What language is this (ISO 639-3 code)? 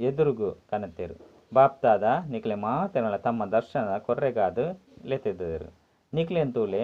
tcy